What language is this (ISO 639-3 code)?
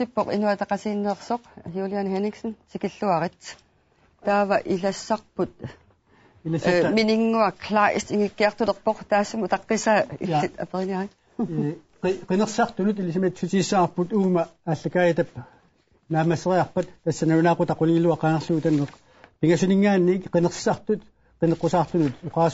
kal